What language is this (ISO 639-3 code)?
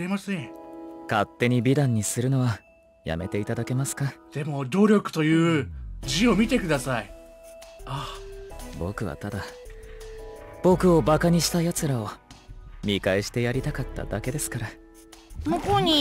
jpn